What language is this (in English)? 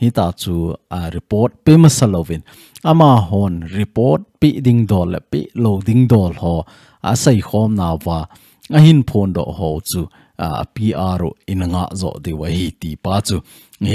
Thado Chin